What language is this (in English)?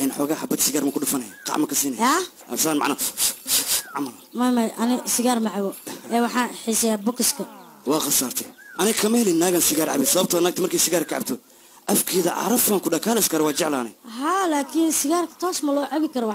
Somali